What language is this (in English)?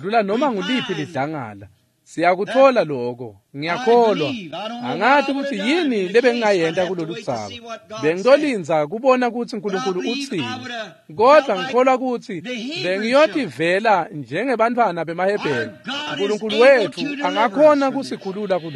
Swati